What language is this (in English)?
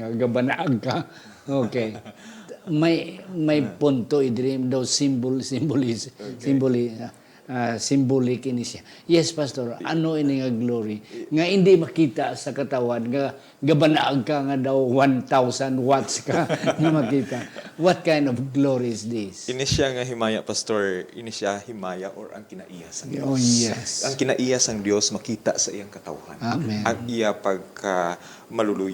Hiligaynon